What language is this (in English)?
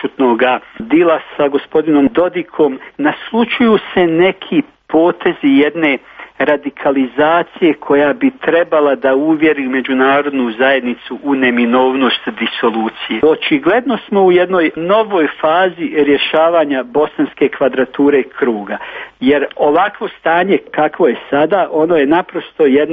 Serbian